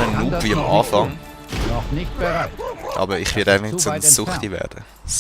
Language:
Swiss German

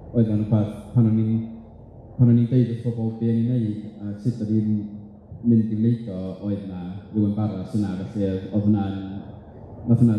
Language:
Welsh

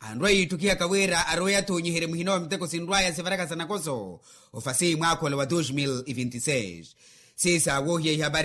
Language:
Makhuwa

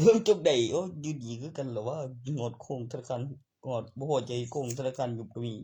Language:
Northeastern Thai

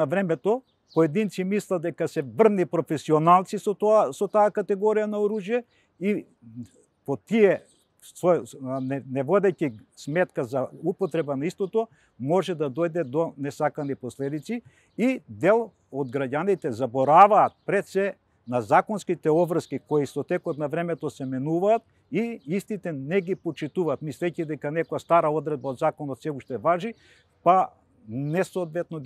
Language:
Macedonian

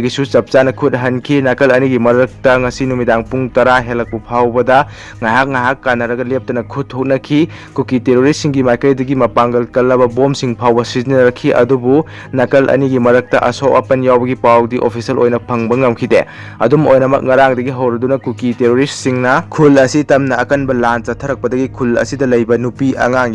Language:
Manipuri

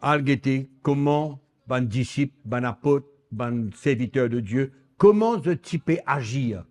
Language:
Morisyen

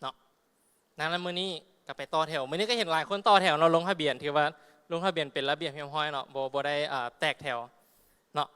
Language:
Lao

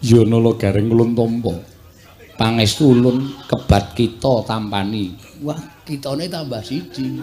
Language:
Javanese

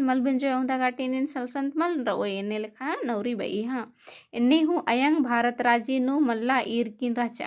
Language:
Kurukh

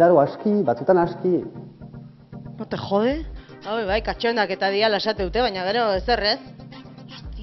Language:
Basque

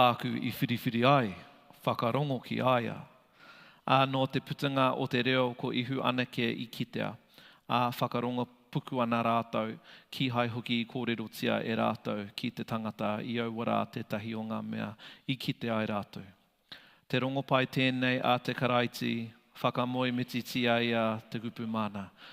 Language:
Māori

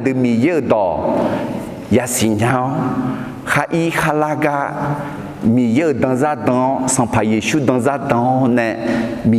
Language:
Akha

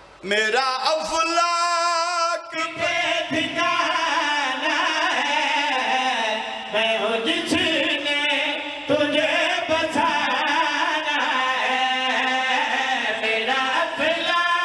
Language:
Urdu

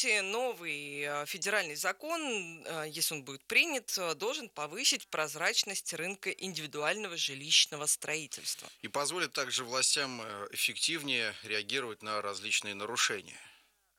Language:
Russian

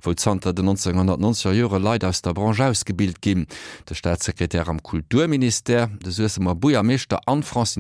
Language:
Luxembourgish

